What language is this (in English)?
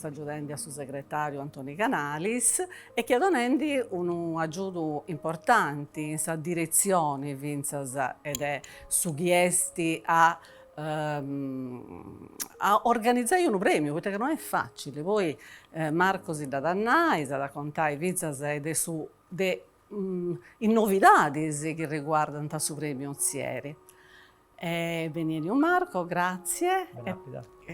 Sardinian